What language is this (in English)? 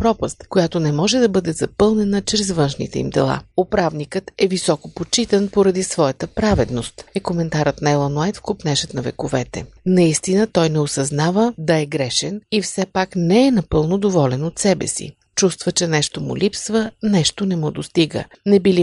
Bulgarian